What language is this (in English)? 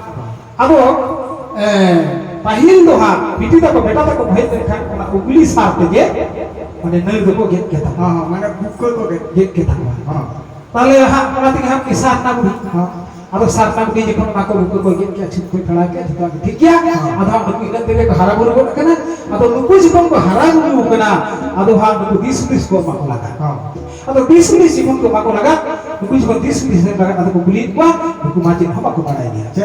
Santali